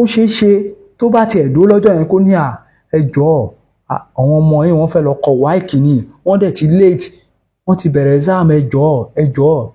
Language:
Yoruba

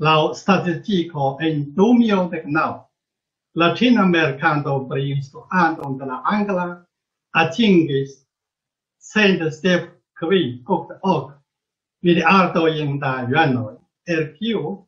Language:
Esperanto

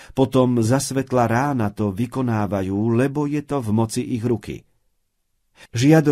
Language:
Slovak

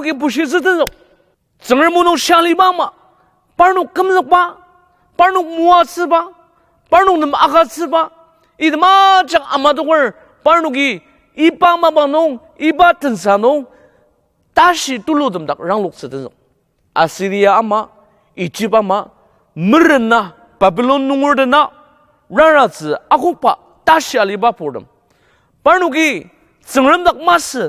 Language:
Ao Naga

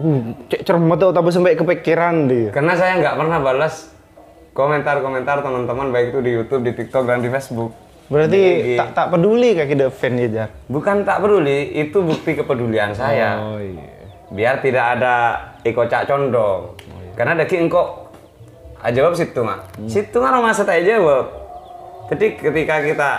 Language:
Madurese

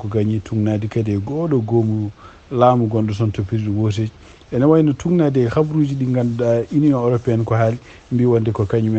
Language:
Fula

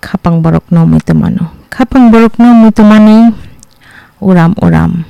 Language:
Kok Borok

